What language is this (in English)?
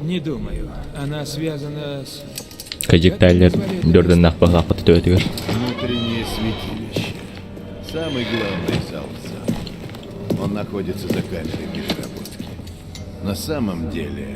Yakut